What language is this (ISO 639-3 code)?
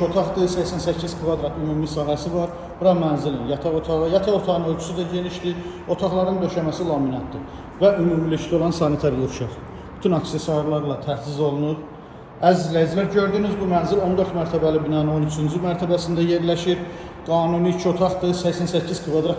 aze